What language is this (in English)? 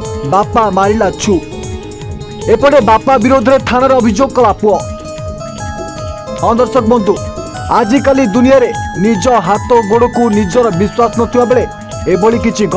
Odia